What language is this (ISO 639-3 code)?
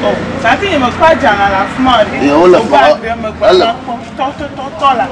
ewe